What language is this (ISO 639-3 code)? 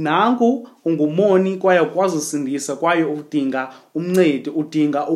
xho